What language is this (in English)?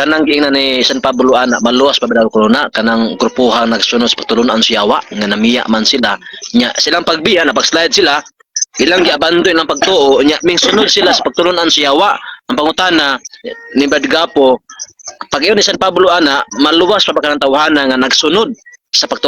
Cebuano